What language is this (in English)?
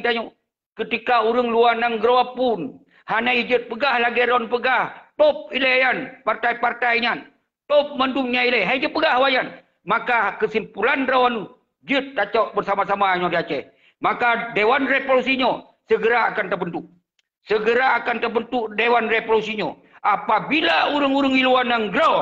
Achinese